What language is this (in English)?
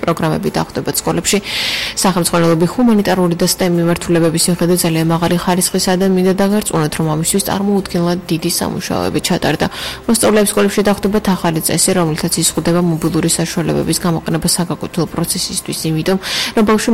Georgian